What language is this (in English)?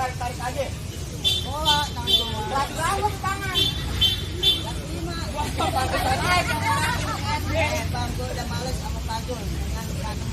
Betawi